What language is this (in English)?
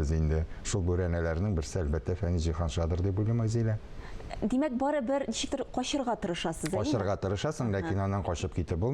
Tatar